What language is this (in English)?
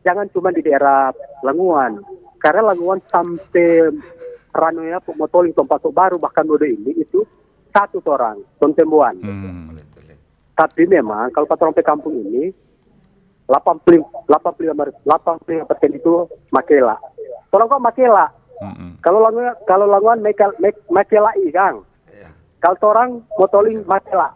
Manado Malay